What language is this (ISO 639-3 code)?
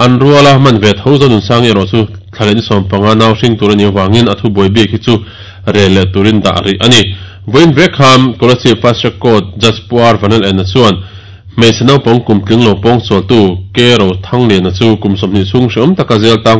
lus